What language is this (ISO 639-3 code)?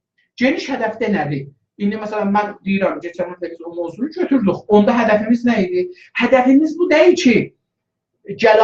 azb